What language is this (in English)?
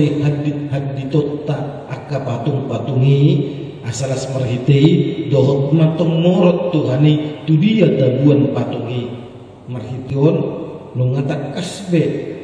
Batak Toba